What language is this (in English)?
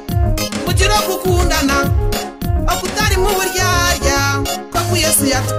Kinyarwanda